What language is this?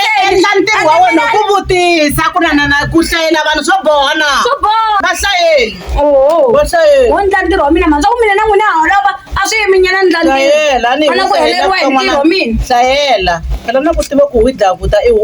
Tsonga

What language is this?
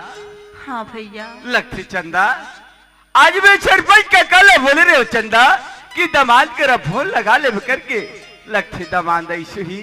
Chhattisgarhi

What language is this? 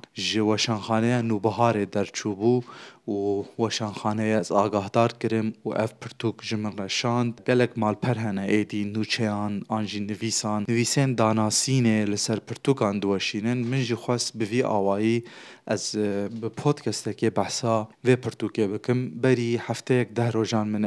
Kurdish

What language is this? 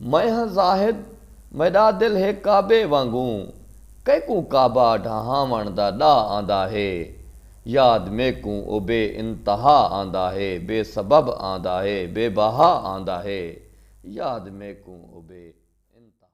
Saraiki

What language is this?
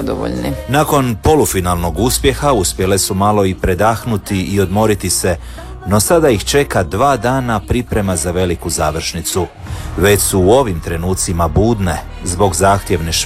Croatian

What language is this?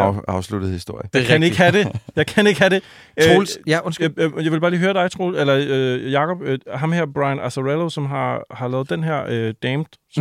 Danish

